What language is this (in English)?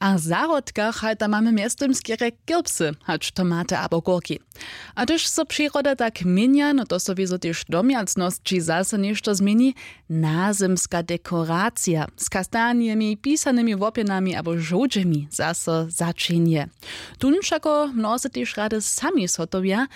Upper Sorbian